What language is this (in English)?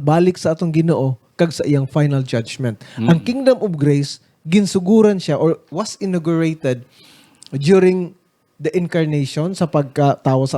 Hiligaynon